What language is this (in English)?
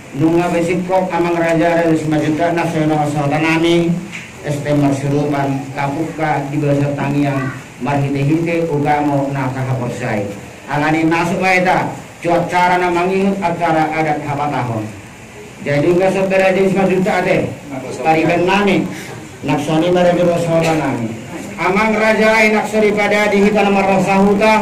Batak Toba